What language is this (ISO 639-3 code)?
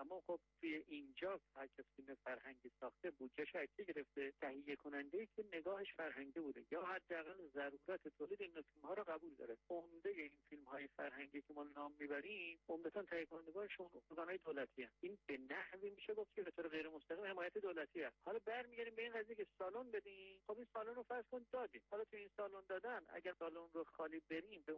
fas